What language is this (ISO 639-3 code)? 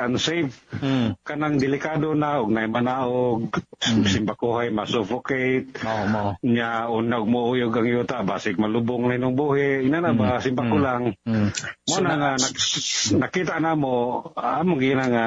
ceb